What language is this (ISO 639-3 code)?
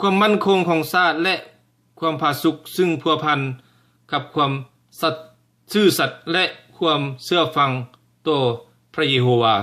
lao